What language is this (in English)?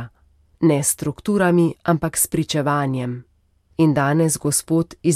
Slovenian